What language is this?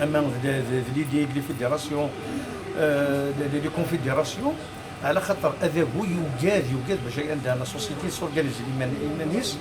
Kabyle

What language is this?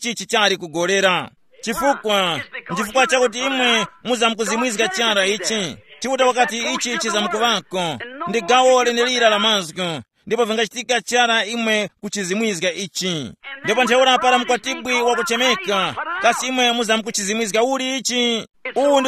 Tumbuka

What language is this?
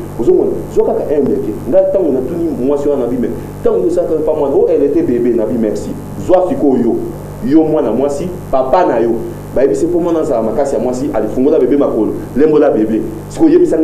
Lingala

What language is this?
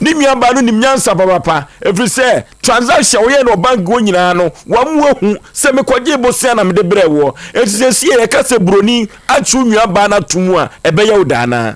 Akan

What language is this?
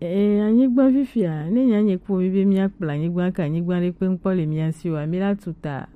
Gen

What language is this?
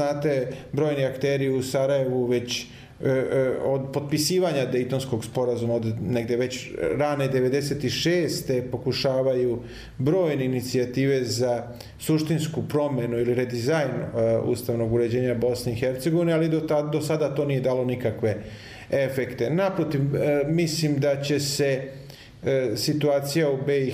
Bosnian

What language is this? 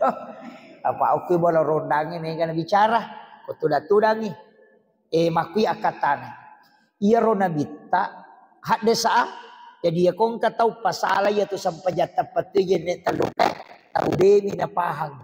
Buginese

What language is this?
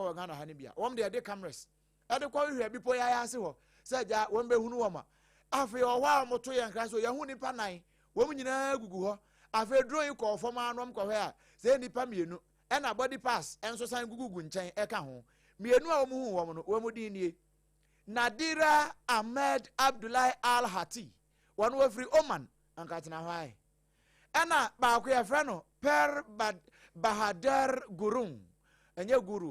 Akan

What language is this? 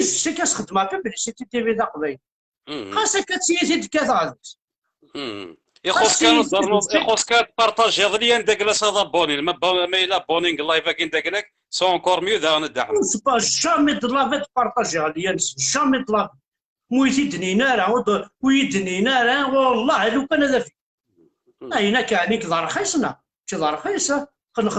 Kabyle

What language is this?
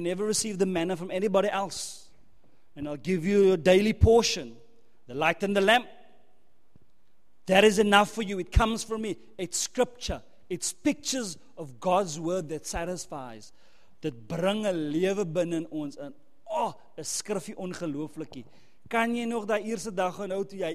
Afrikaans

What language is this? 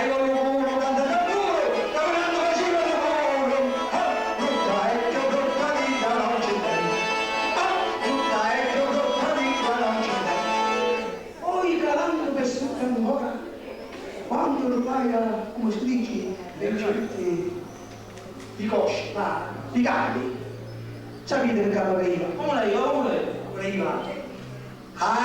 Sicilian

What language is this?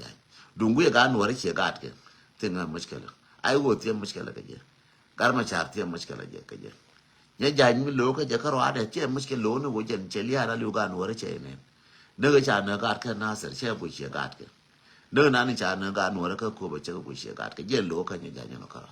Nuer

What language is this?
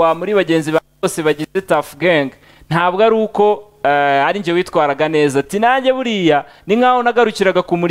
Kinyarwanda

